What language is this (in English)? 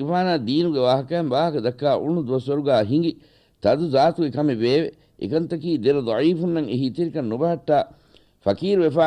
Divehi